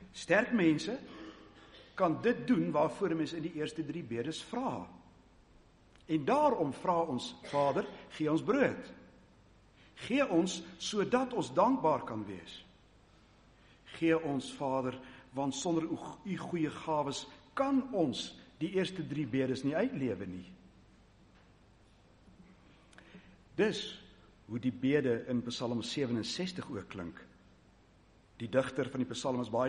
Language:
Afrikaans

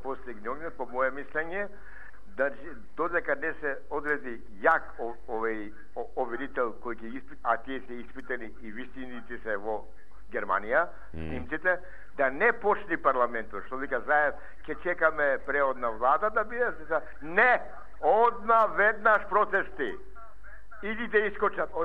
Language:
Macedonian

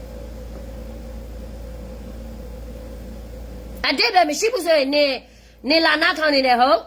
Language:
S'gaw Karen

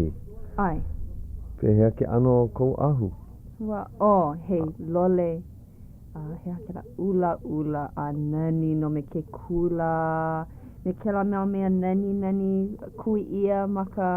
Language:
Hawaiian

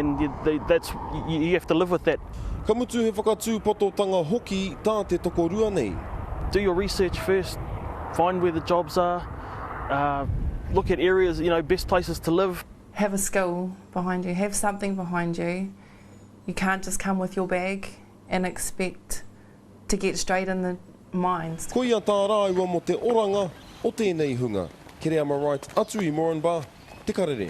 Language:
Māori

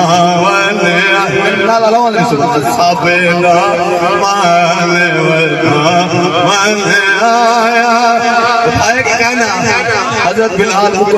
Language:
Saraiki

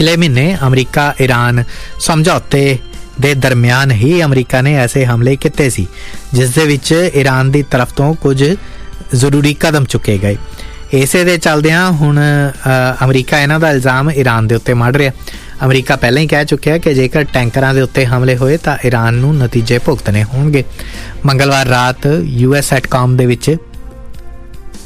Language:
Punjabi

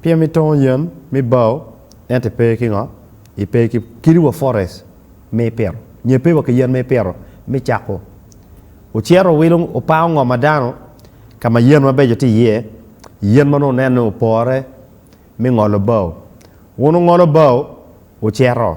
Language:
Acoli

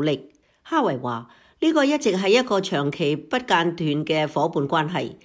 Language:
Cantonese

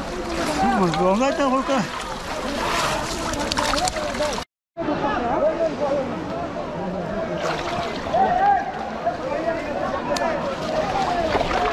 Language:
Bangla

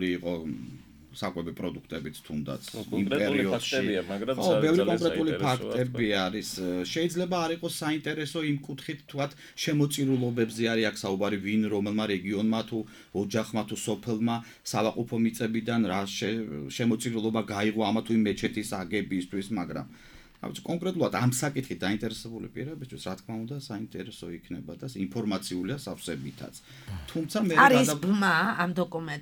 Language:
Georgian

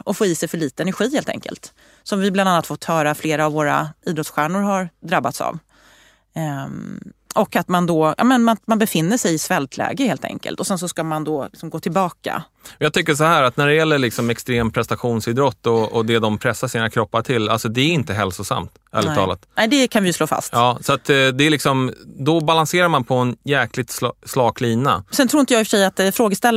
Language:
Swedish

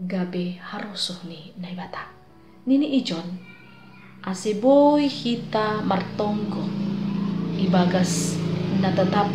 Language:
Batak Simalungun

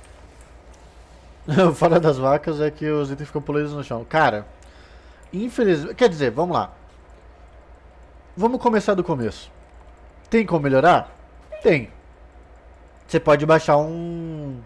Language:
Portuguese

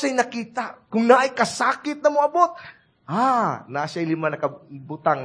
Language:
Cebuano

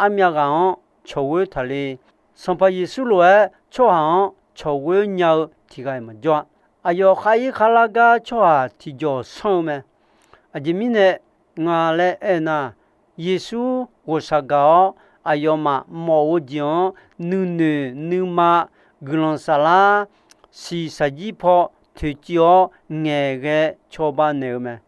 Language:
Akha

